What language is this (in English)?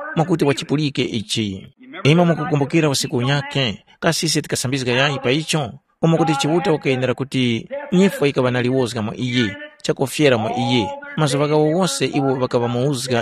Tumbuka